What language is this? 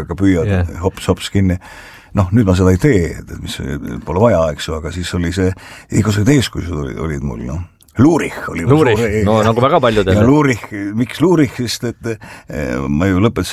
Estonian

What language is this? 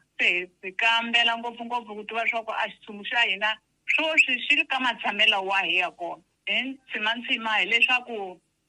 Tsonga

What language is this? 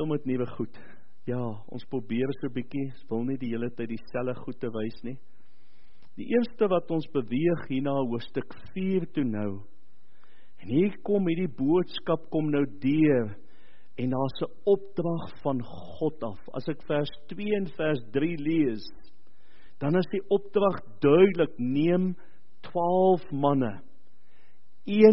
Afrikaans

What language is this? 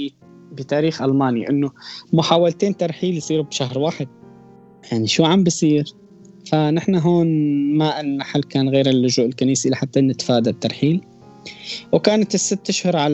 North Levantine Arabic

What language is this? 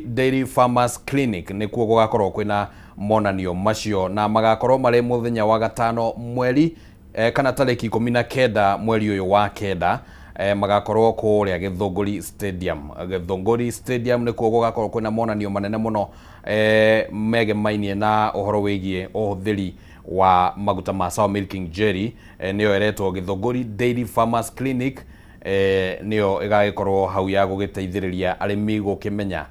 Kikuyu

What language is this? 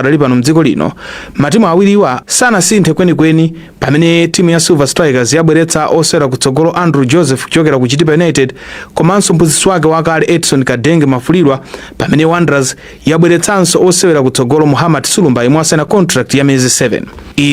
Nyanja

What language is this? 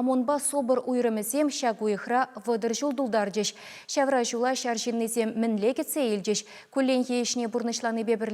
Chuvash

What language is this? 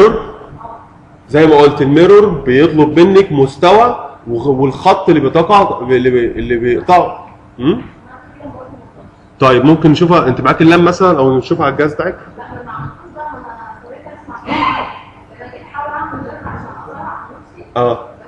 Egyptian Arabic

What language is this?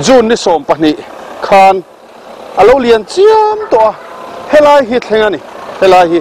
Mizo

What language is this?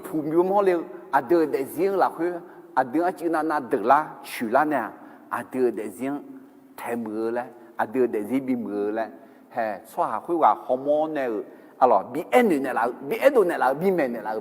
Akha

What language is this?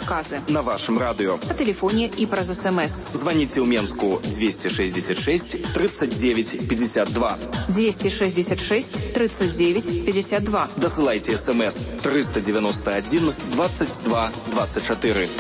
Belarusian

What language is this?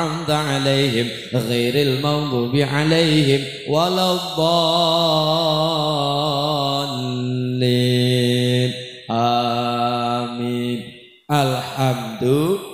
Javanese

